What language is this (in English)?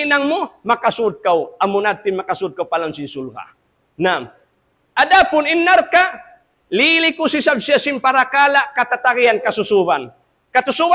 Tausug